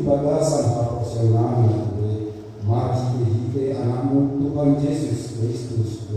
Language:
Batak Toba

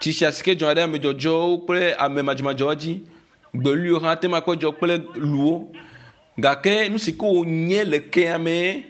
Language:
Ewe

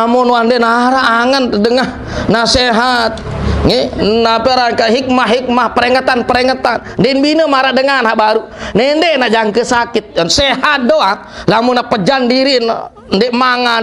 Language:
Sasak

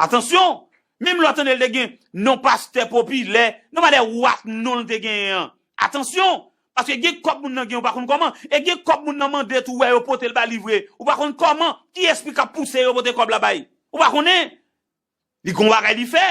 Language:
Haitian Creole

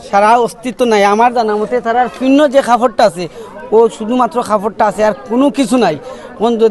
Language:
Sylheti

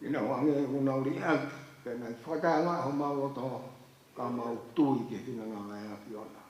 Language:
Tongan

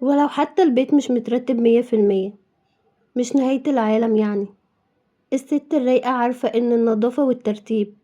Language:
Egyptian Arabic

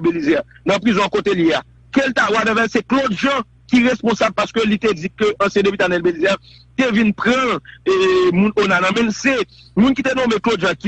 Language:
Haitian Creole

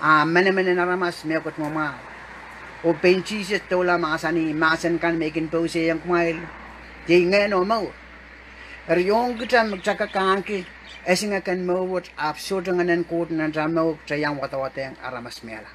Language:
Pohnpeian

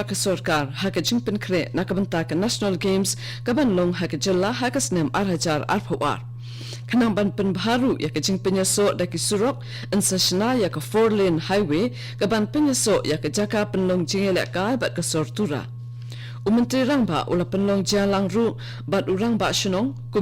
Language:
Khasi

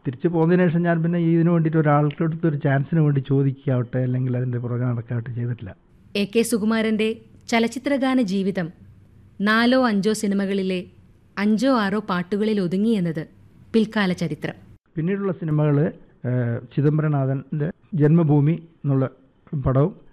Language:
Malayalam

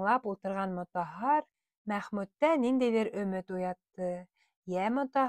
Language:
Bashkir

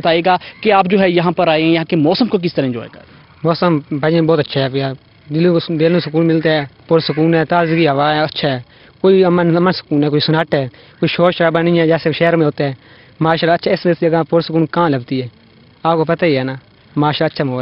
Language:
Urdu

